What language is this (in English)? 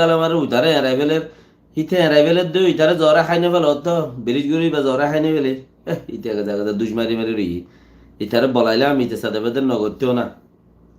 Rohingya